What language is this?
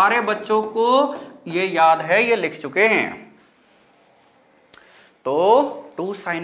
Hindi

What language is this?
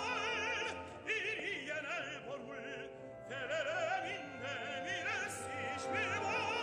Hungarian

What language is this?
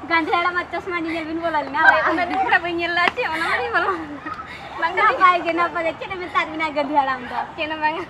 Santali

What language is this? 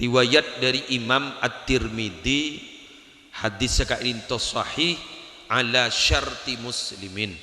Madurese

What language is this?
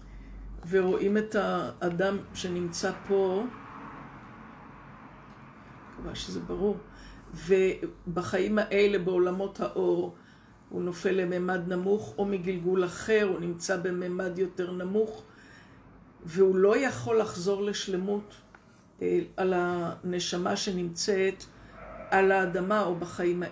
Hebrew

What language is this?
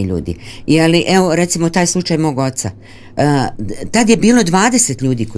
Serbian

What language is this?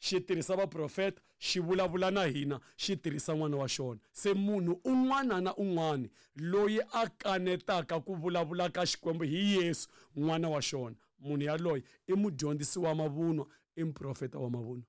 Tsonga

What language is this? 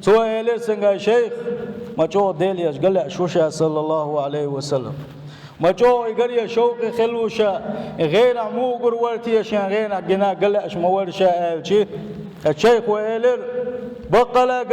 Chechen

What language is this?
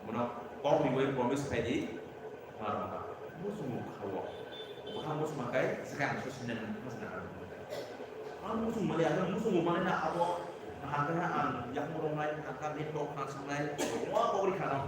Kok Borok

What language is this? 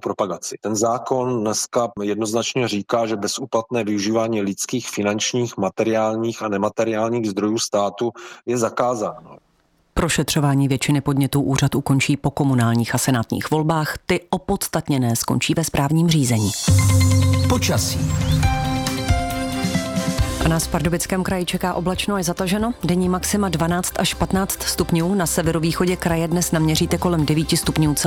Czech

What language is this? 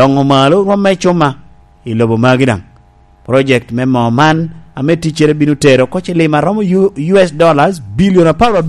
Lango (Uganda)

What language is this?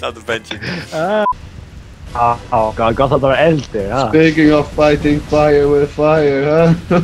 Faroese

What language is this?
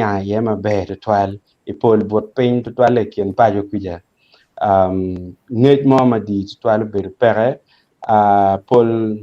Acoli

